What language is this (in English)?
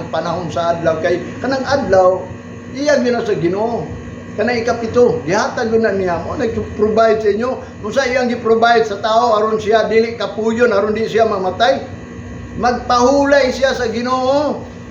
Cebuano